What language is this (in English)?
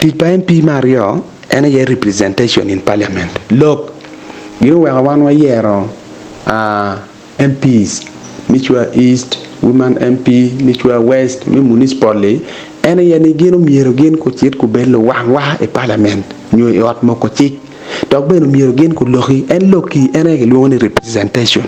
Acoli